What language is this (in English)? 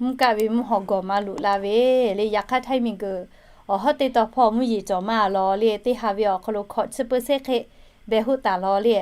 Lahu